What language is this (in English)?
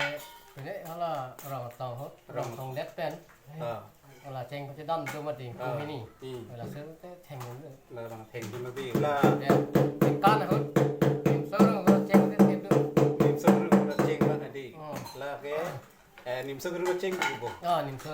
Karbi